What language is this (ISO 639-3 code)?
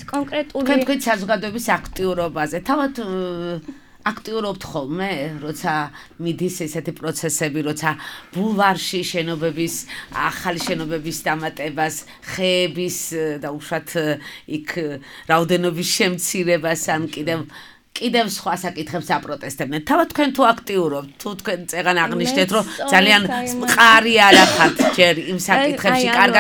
kat